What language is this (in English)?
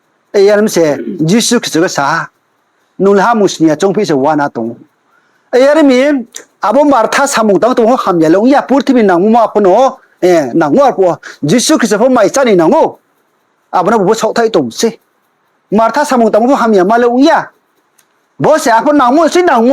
Riang (India)